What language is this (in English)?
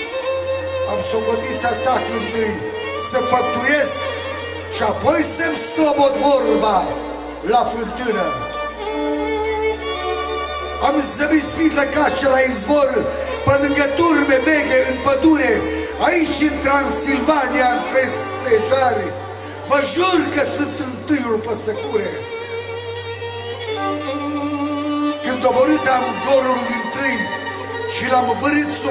Romanian